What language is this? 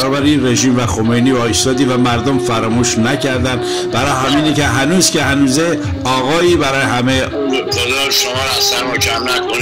Persian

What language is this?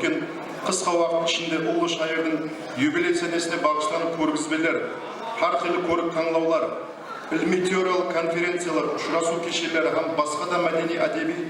Kara-Kalpak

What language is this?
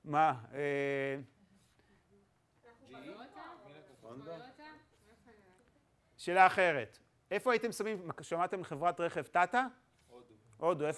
Hebrew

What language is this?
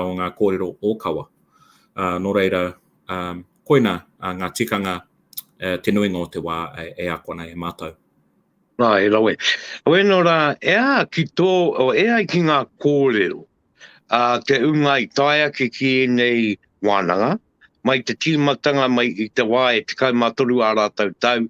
Māori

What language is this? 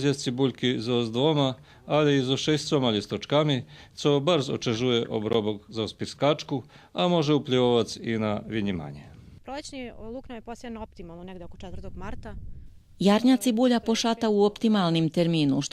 Rusyn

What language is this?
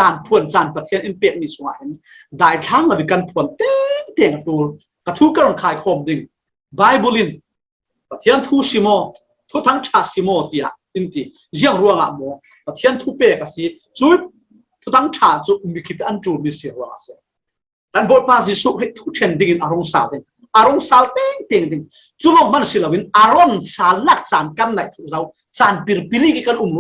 Falam Chin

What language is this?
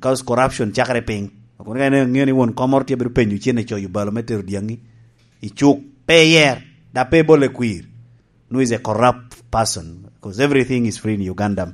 Lango (Uganda)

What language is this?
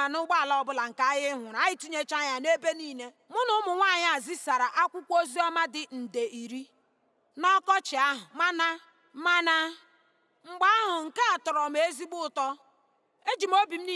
Igbo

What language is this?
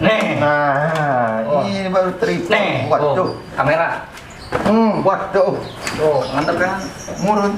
Betawi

